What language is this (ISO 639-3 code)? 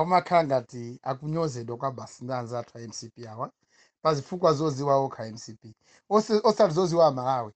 nya